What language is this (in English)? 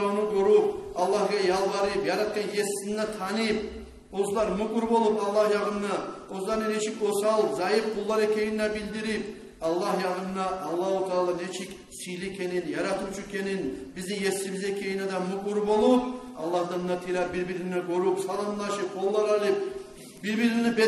Kumyk